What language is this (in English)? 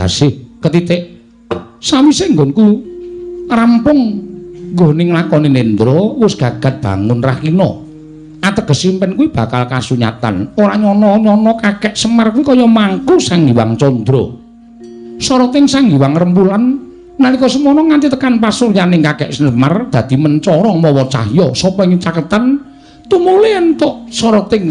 Javanese